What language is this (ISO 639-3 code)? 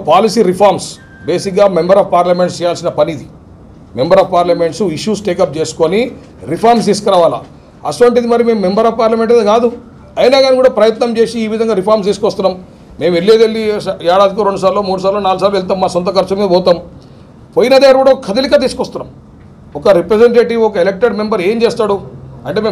tel